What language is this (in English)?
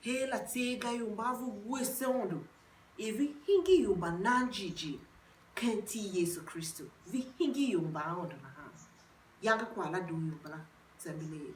Tiv